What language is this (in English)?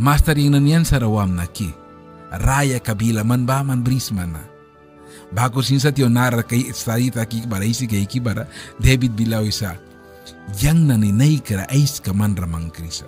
Mískito